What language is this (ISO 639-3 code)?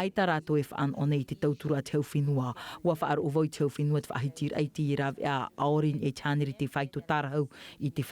tah